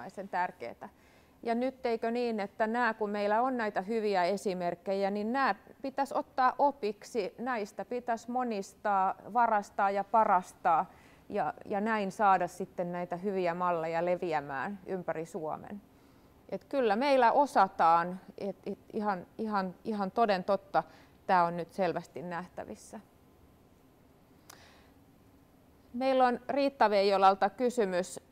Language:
Finnish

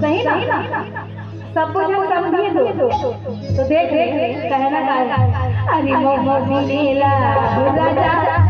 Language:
Chhattisgarhi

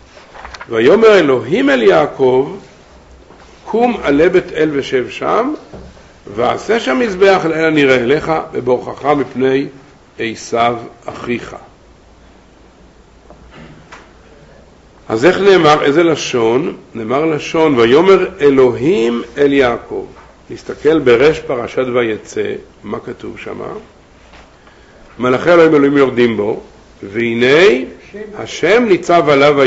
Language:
Hebrew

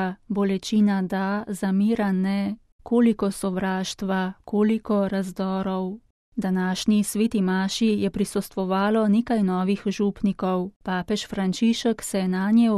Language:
Slovenian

